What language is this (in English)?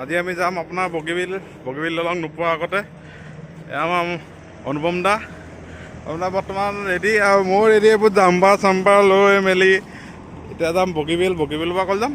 Assamese